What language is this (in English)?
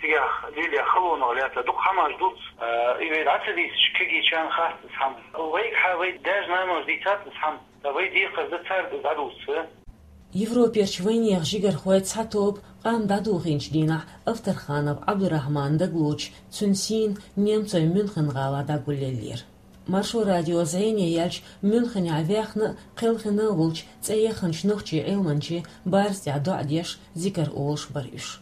Chechen